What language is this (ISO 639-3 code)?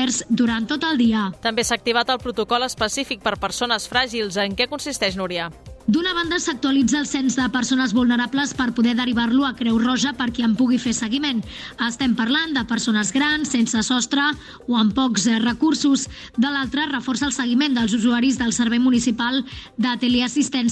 cat